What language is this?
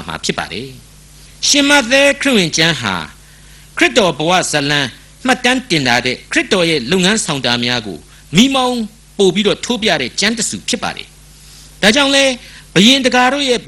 Burmese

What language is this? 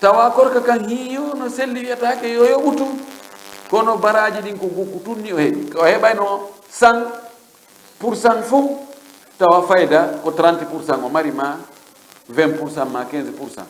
Fula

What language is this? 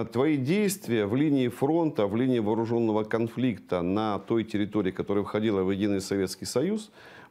Russian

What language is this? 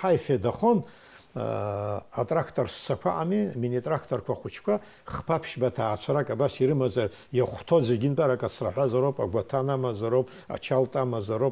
Abkhazian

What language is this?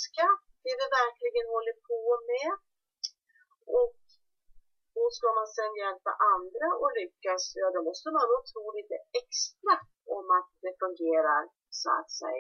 Swedish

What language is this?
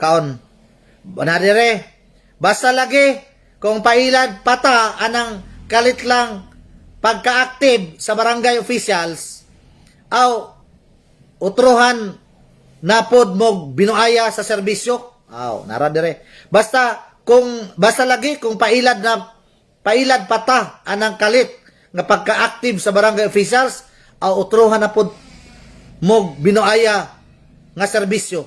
Cebuano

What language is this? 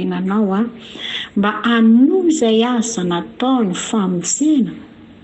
Malagasy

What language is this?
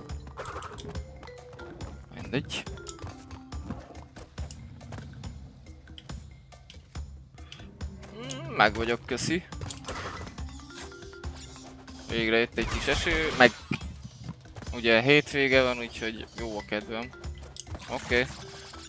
Hungarian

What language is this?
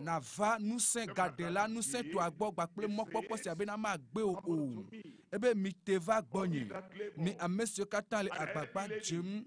Ewe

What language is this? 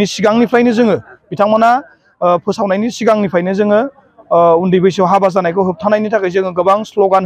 Bodo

